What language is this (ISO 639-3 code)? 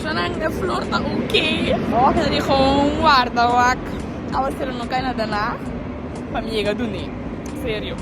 pap